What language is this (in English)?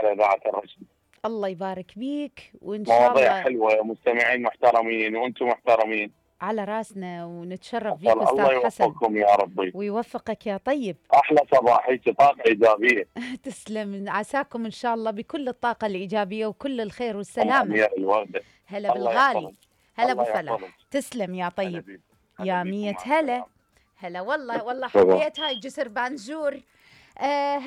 Mesopotamian Arabic